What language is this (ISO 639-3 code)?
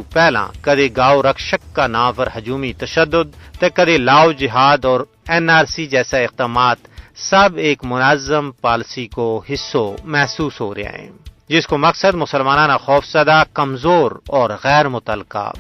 gju